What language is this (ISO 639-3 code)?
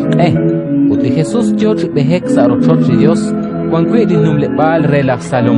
kek